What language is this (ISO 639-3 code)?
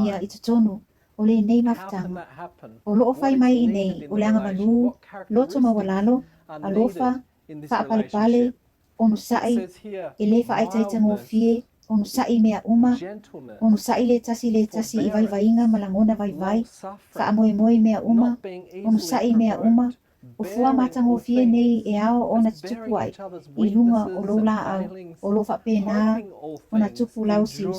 smo